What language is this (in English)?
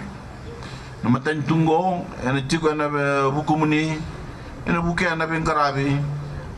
Fijian